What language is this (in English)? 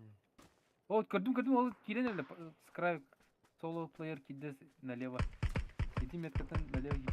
Yakut